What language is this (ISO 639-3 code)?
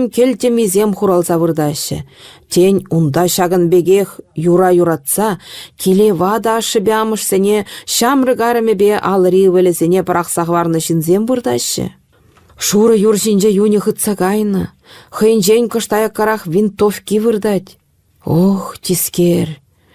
chv